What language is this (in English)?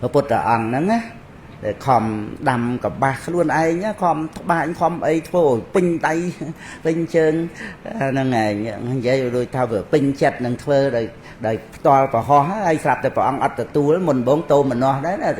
Khmer